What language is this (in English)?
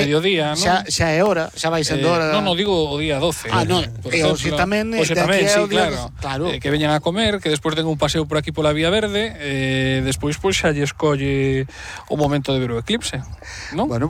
Galician